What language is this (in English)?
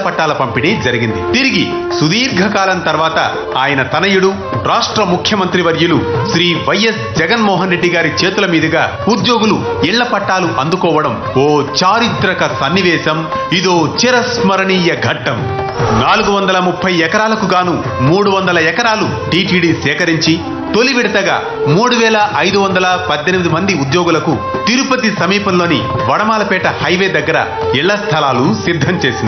Telugu